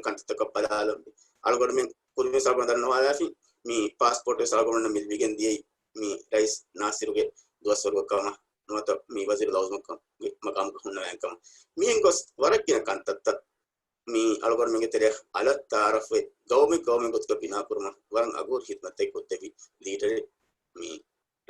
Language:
Divehi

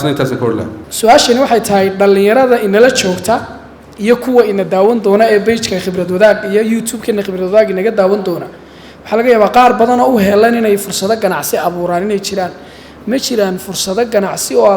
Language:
Somali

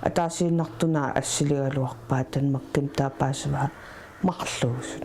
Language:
Kalaallisut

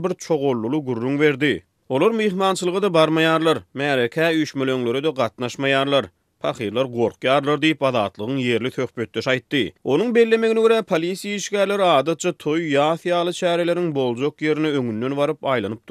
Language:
Turkmen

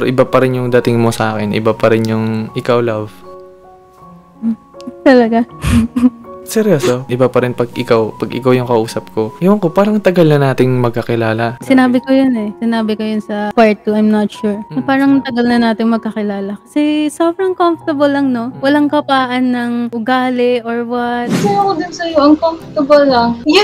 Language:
Filipino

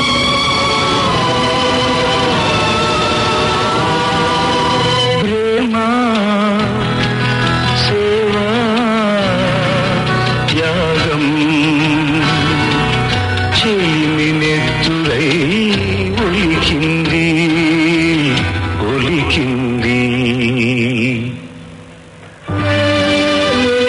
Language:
Telugu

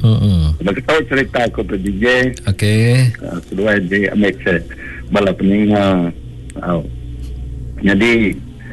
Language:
Iban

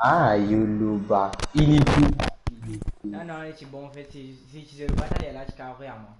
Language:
Morisyen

